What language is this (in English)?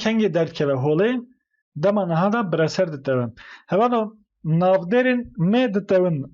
Kurdish